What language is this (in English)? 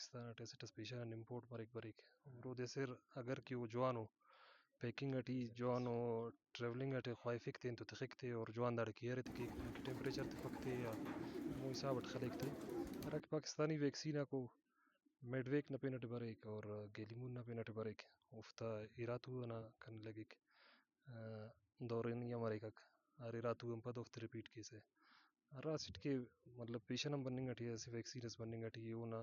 Brahui